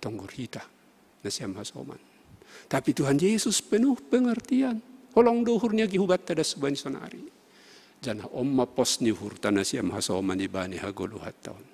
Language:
Batak Simalungun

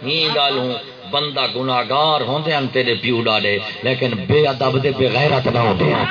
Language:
Saraiki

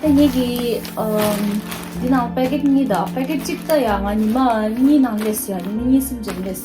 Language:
Tibetan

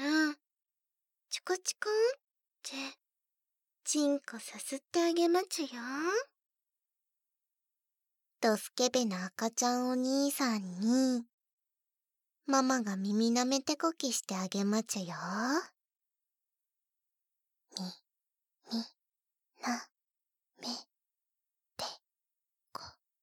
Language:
Japanese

